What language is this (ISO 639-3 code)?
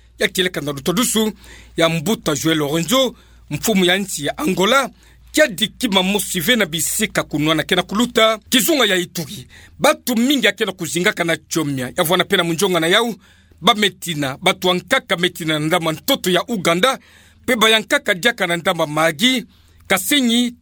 ktu